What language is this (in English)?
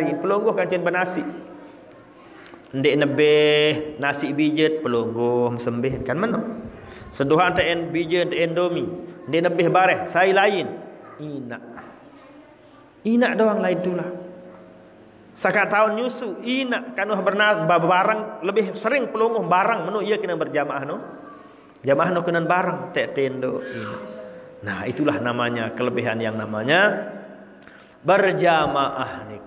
Sasak